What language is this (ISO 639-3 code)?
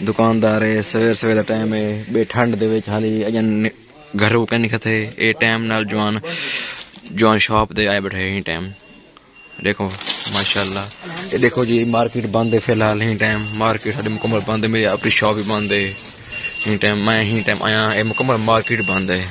skr